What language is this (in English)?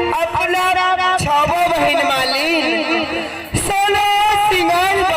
Maithili